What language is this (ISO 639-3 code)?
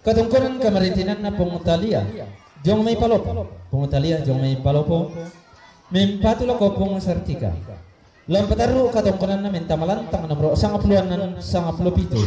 sda